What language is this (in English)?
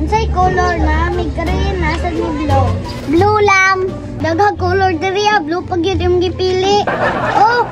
Cebuano